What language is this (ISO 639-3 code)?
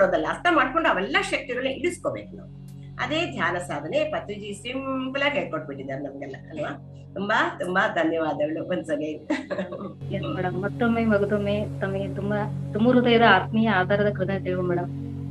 kan